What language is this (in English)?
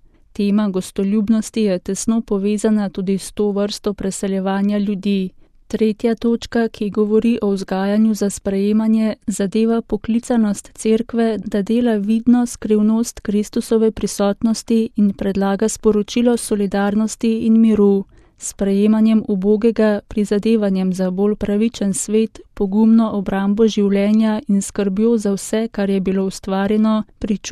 Slovenian